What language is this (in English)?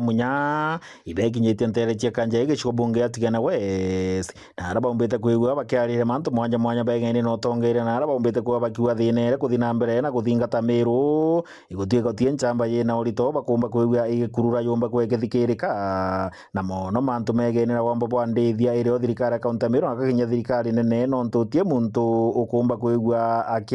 Meru